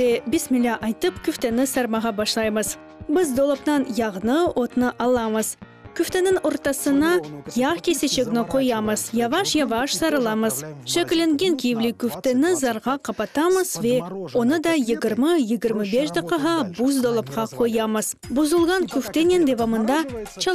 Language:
Crimean Tatar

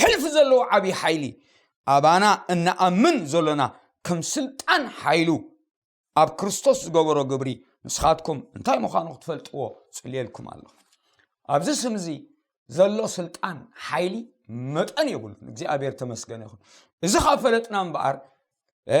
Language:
Tigrinya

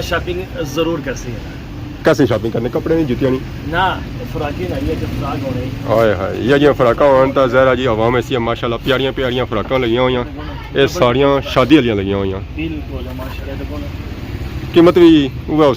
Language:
Pahari-Potwari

